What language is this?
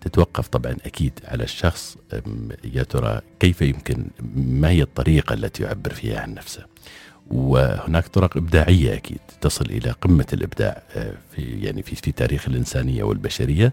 Najdi Arabic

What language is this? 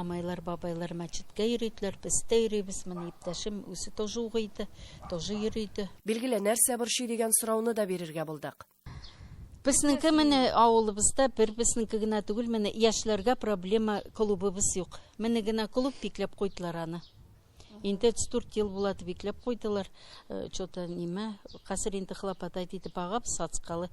Tatar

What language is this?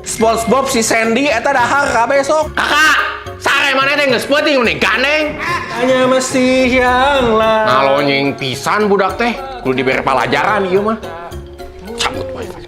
Sundanese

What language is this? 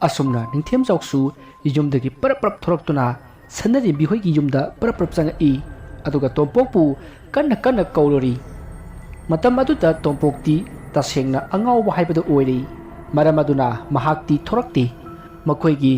Manipuri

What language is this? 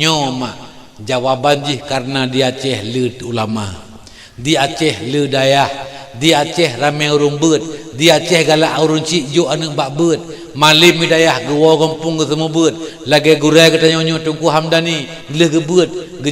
Achinese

